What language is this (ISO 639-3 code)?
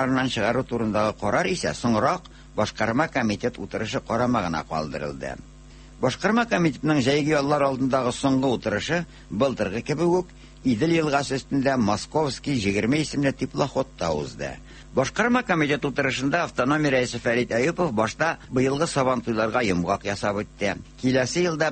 tat